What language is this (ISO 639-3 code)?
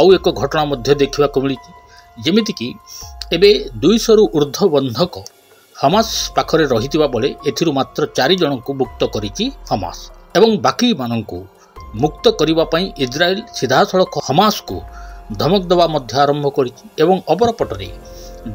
ori